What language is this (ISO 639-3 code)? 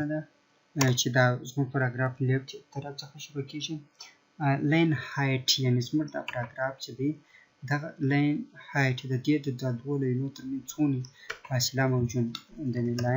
pus